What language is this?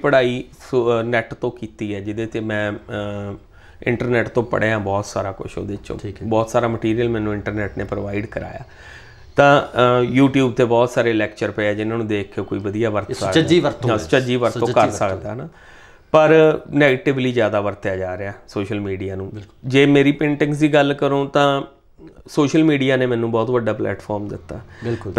Punjabi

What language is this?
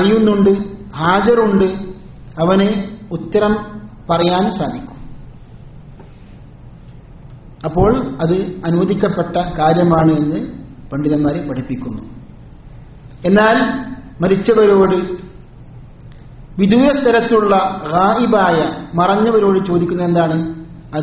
Malayalam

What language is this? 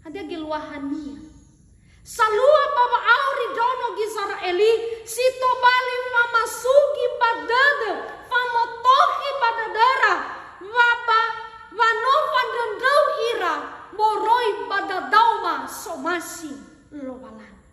Nias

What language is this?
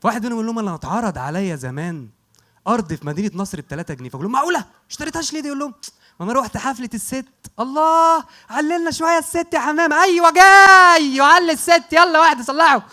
Egyptian Arabic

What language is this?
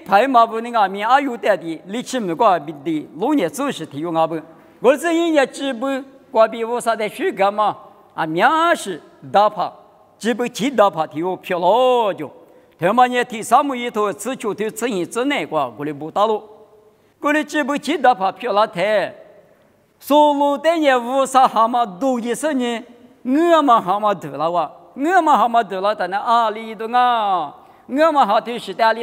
Lisu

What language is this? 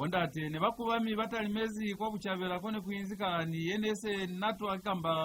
Lozi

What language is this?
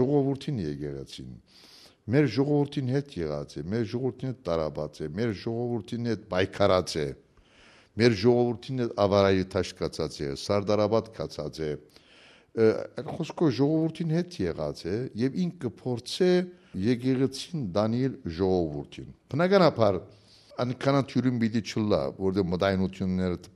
Western Armenian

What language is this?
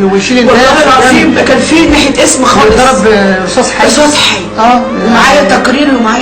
Egyptian Arabic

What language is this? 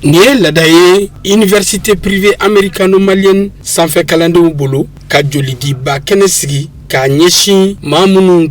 Bambara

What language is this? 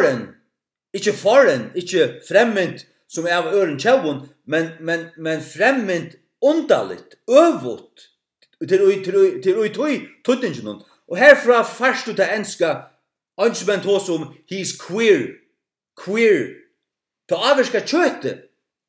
Faroese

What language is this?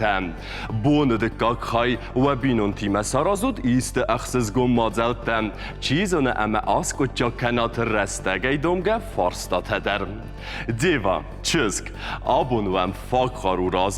Ossetic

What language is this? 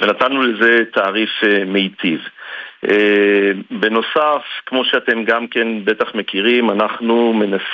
Hebrew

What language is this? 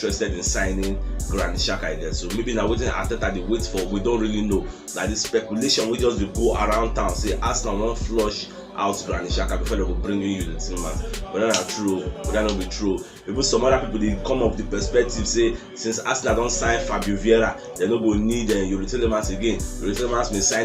Nigerian Pidgin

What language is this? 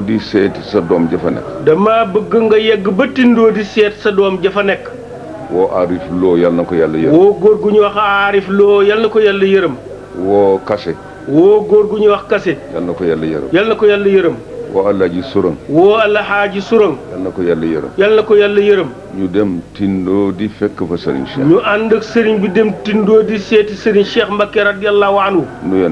Wolof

